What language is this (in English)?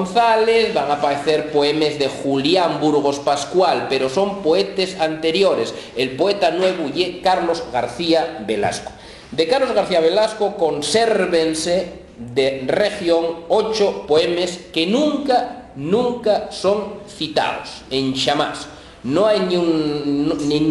Asturian